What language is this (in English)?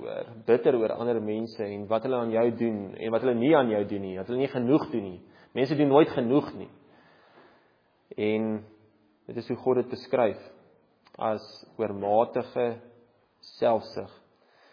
Afrikaans